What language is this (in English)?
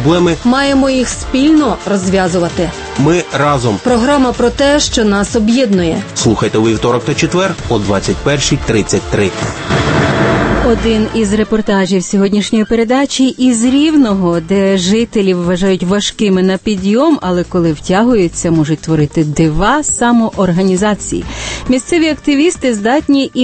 Ukrainian